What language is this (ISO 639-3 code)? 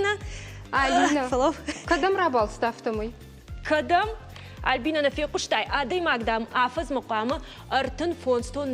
oss